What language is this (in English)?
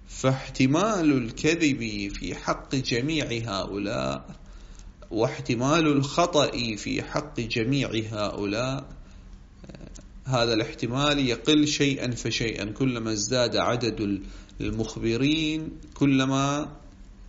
Arabic